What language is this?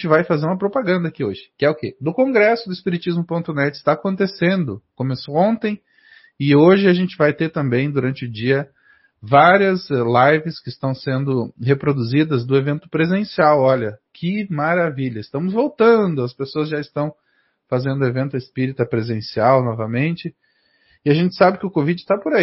Portuguese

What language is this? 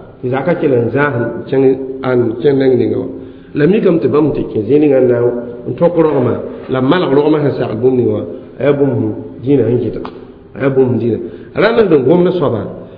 Mossi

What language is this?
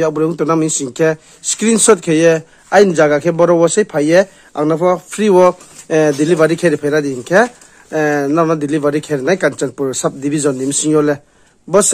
Riang (India)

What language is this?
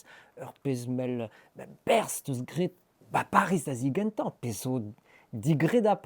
Breton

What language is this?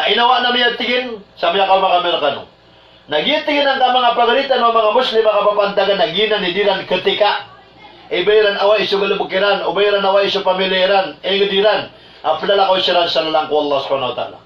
Maranao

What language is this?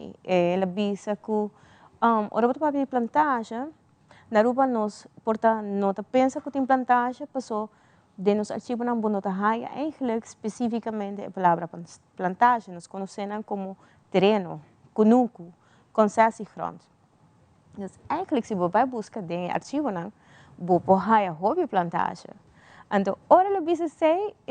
Papiamento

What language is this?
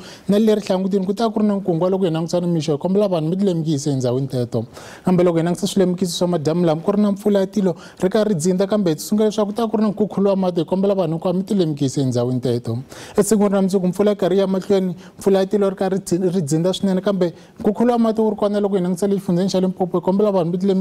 Tsonga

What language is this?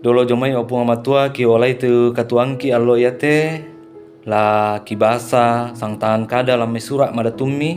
Toraja-Sa'dan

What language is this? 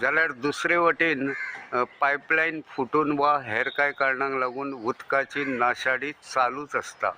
Konkani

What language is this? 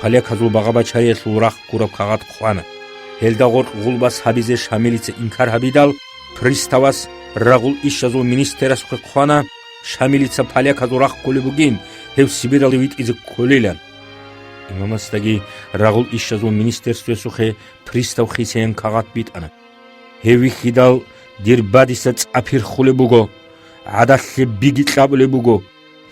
Avaric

